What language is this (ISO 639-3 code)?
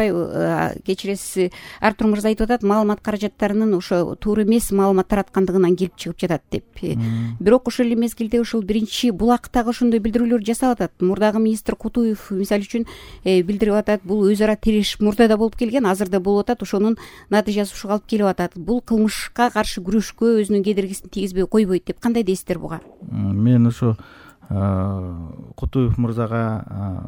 kir